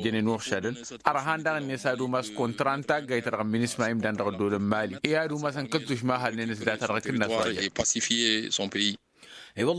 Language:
Tamasheq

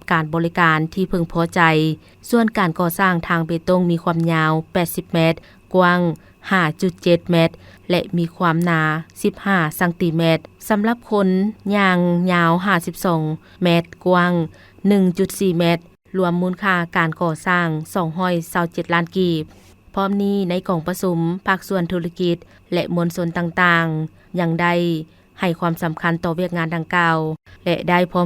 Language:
Lao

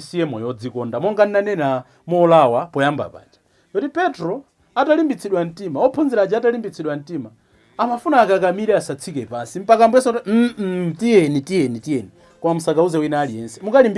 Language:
Nyanja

